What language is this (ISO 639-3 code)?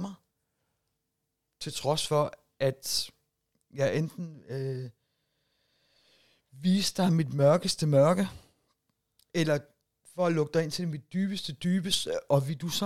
dan